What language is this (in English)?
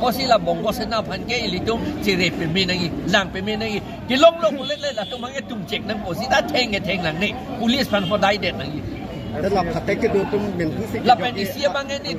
Karbi